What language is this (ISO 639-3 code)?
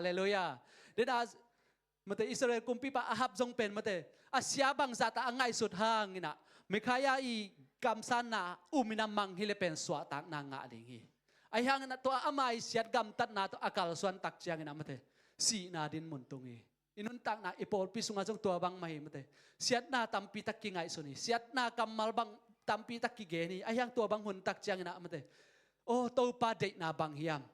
ctd